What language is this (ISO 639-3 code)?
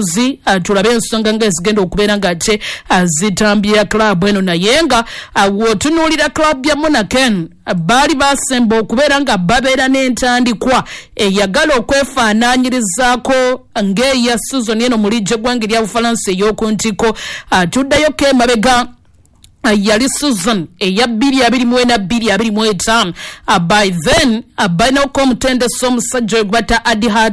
lug